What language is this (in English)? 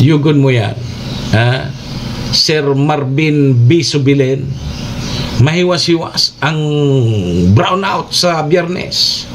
Bikol